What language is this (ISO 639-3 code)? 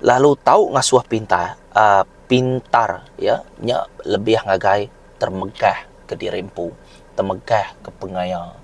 iba